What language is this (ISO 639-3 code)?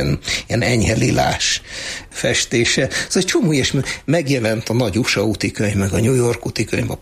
hun